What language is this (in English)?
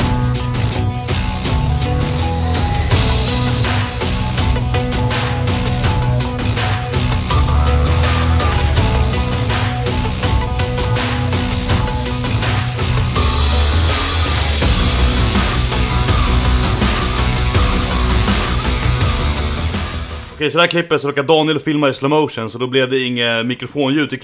Swedish